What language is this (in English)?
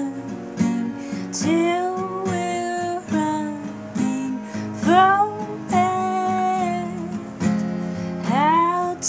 English